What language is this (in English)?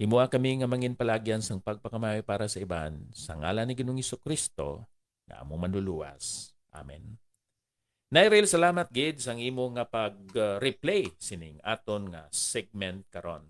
Hiligaynon